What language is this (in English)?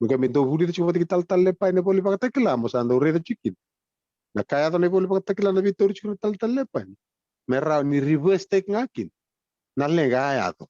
Fijian